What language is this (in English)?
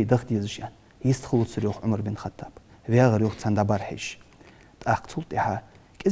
Ingush